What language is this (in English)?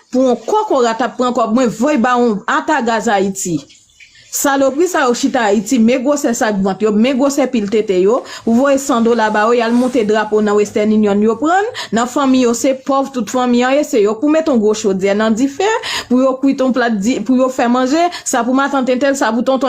Haitian Creole